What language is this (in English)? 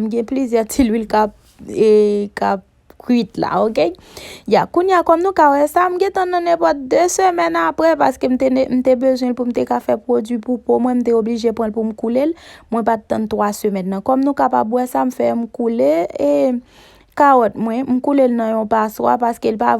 Haitian Creole